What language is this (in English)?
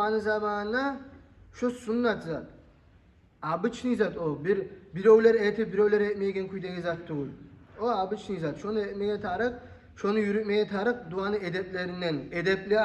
Kumyk